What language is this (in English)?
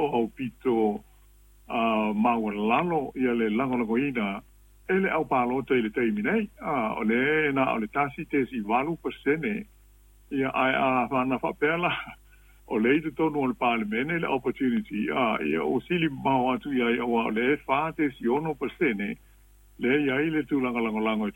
Samoan